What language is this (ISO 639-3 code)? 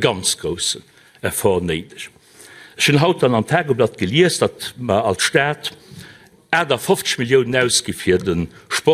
ltz